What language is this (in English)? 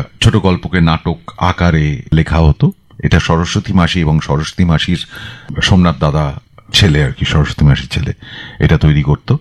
Bangla